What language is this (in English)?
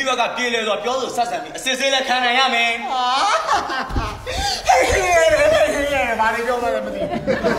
Burmese